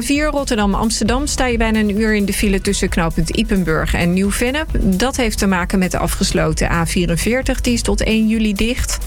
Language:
Dutch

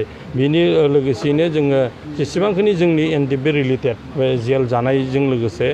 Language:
Bodo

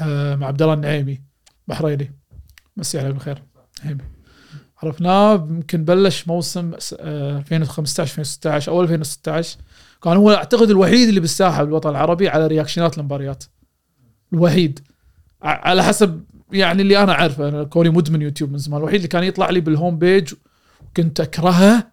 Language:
Gulf Arabic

